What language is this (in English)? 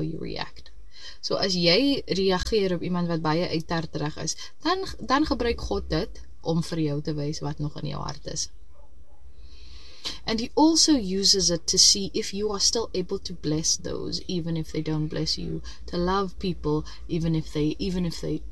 Afrikaans